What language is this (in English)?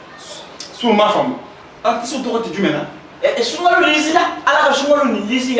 Bambara